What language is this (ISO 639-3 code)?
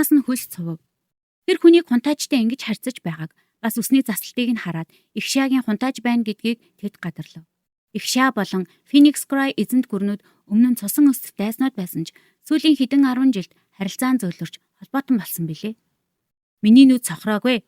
mon